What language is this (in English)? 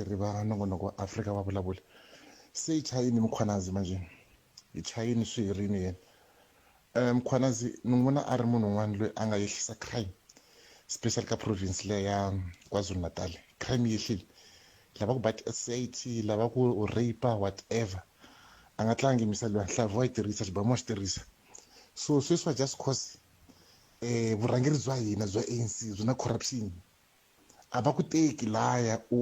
Tsonga